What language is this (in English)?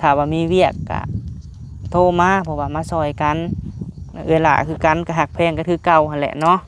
Lao